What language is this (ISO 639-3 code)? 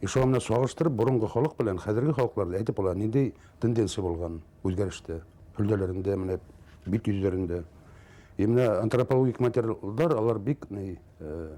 bak